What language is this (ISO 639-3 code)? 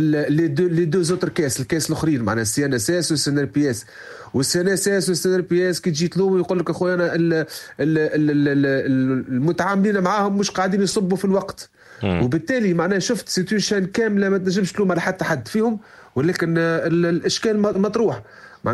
aeb